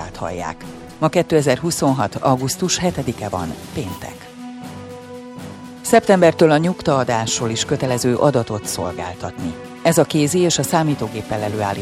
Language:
Hungarian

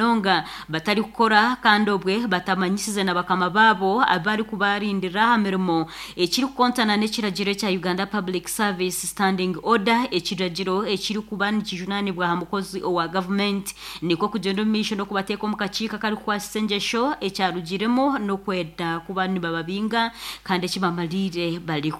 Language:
Nyankole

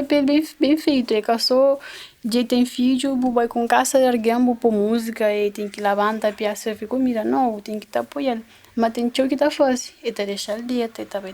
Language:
Kabuverdianu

